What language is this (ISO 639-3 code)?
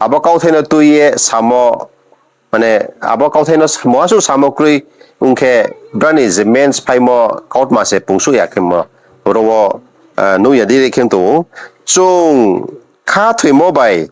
ria